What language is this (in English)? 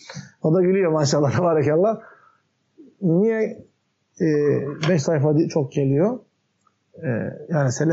Turkish